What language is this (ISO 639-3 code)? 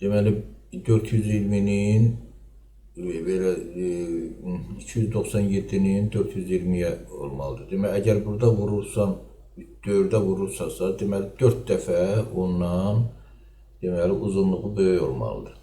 aze